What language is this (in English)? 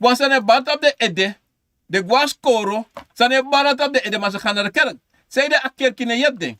Sranan Tongo